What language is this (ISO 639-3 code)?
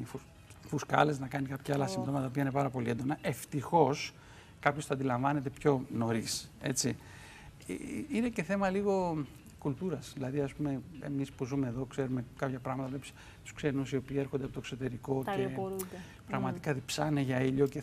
ell